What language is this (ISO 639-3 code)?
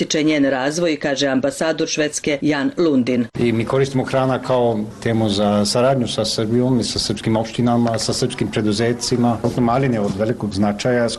srp